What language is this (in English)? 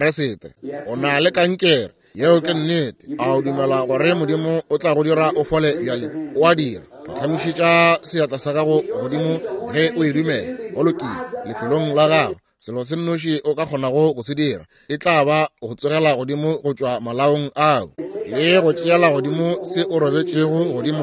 Northern Sotho